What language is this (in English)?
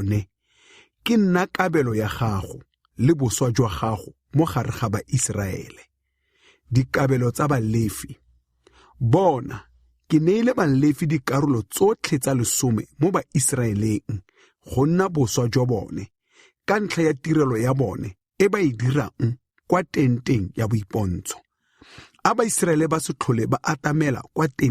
Tswana